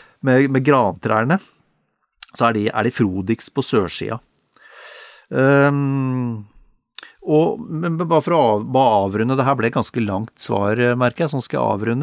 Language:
Norwegian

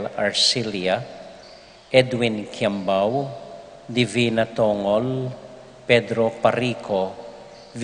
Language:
Pampanga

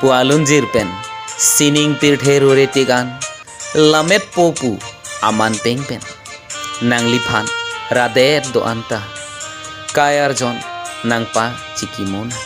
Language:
Karbi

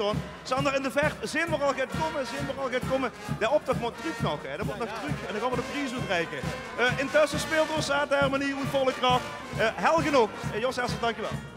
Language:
Limburgish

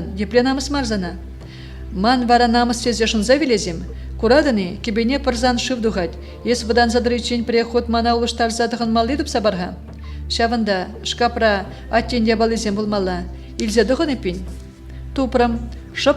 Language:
Chuvash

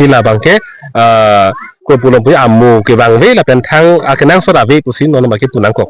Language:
Karbi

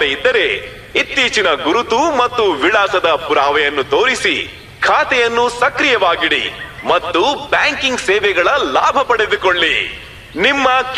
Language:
Kannada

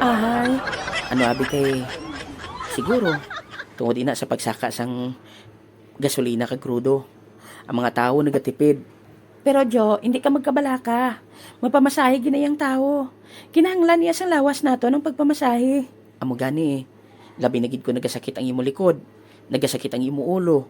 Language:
Hiligaynon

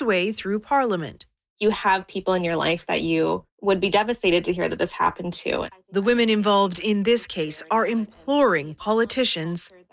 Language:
English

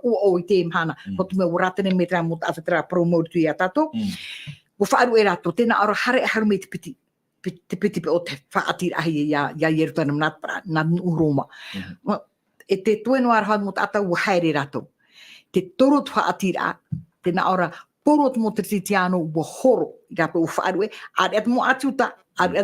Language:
Tahitian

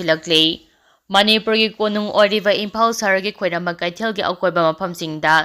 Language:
Manipuri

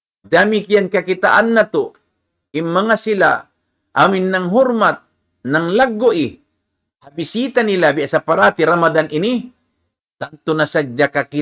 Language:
Tausug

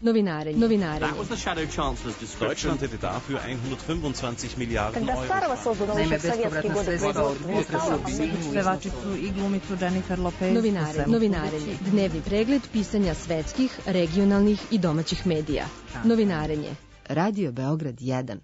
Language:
Serbian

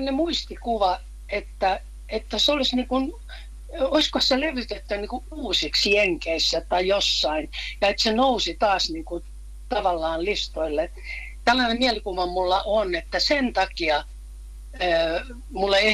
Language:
Finnish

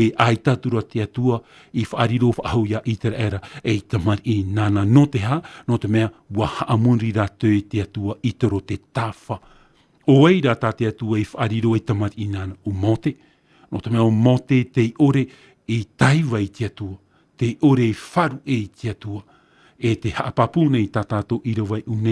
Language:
Tahitian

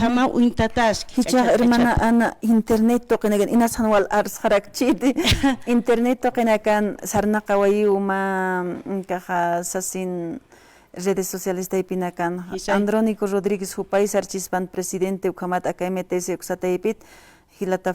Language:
Aymara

